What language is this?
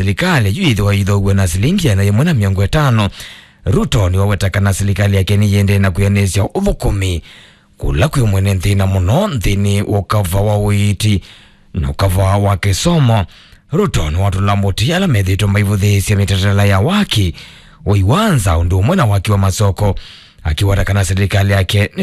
Kamba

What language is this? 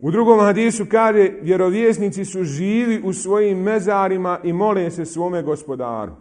Bosnian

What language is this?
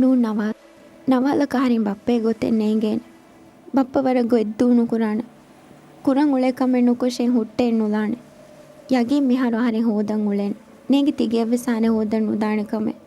Divehi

